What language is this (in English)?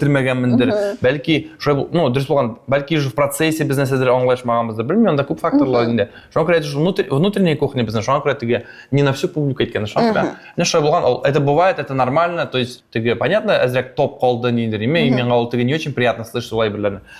Tatar